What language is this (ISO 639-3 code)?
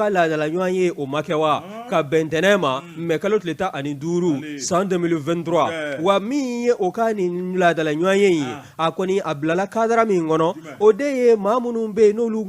bam